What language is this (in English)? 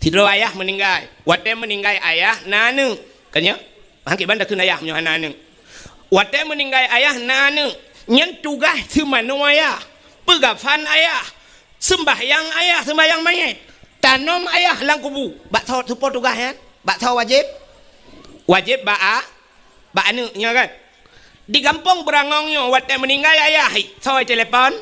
Achinese